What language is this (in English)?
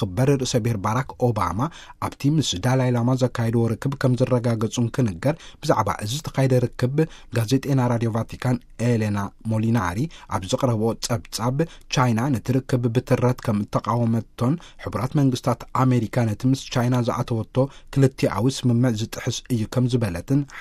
Tigrinya